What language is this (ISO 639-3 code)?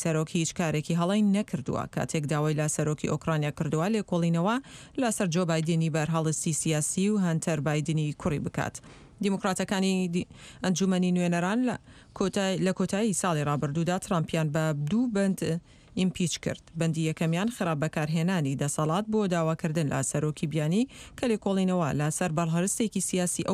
ckb